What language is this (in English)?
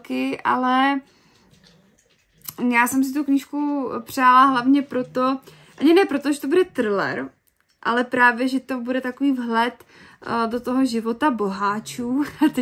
Czech